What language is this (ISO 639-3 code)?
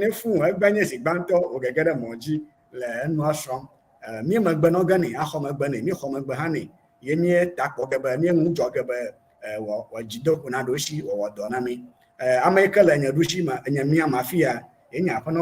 ewe